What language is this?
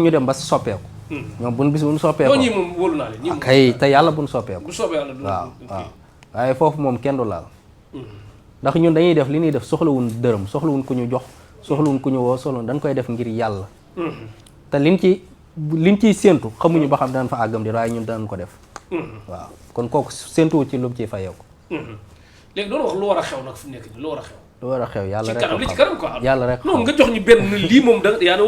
Wolof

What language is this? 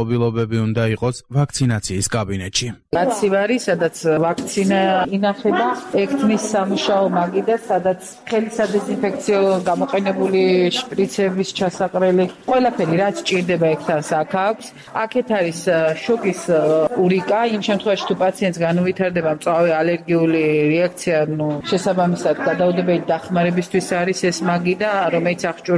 Georgian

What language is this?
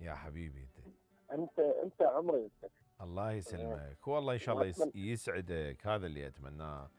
Mesopotamian Arabic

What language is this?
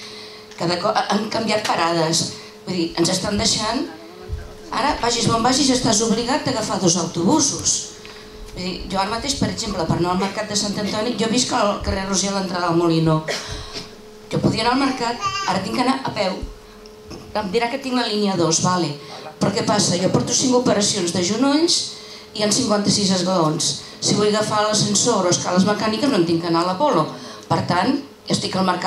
Catalan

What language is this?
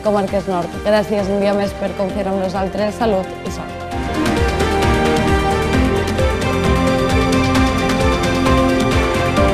Catalan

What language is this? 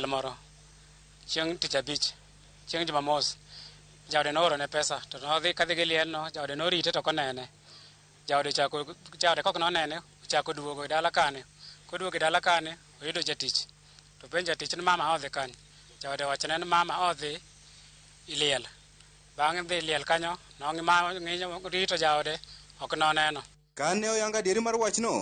Luo (Kenya and Tanzania)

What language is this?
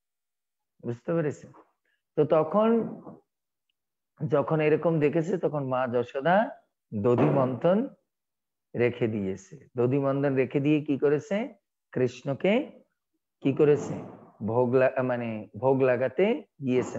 Bangla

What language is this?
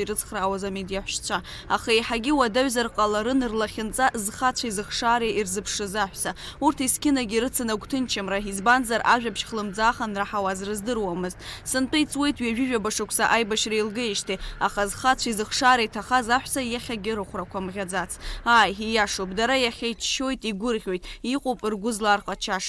Abkhazian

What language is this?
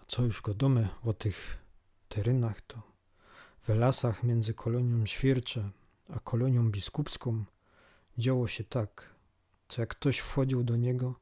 Silesian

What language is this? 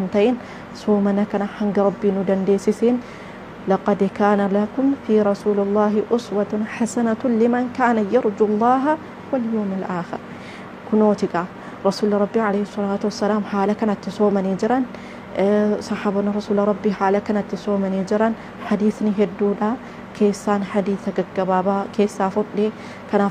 Oromo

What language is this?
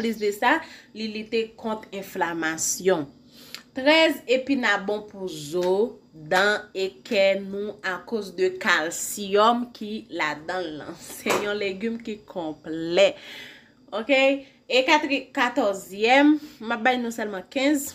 Haitian Creole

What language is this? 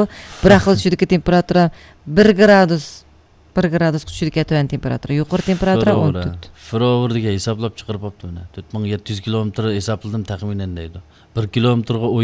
Uyghur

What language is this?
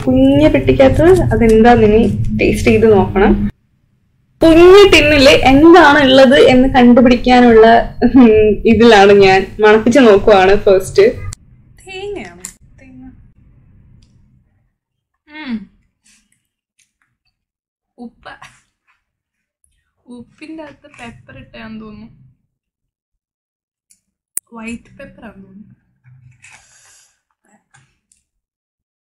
Malayalam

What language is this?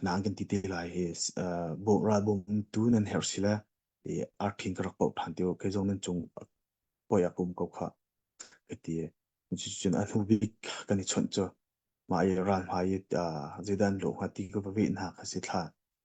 Hakha Chin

